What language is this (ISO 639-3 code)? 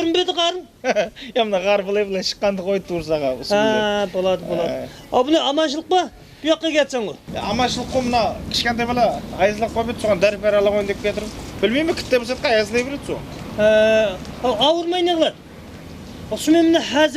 kaa